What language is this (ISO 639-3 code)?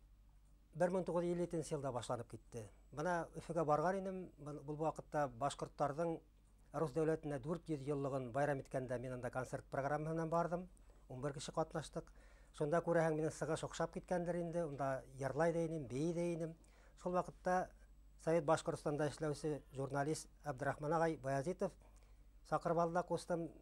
bak